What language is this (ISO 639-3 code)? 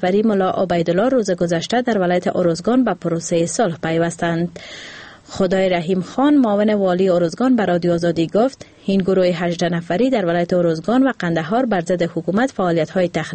fas